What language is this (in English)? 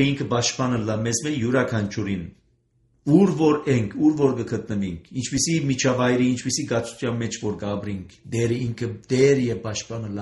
Armenian